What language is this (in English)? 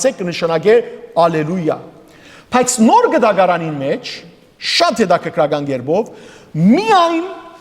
Western Armenian